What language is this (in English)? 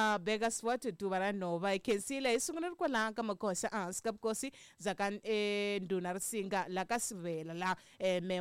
Tsonga